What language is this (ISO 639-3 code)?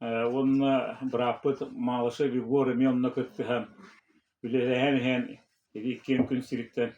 sah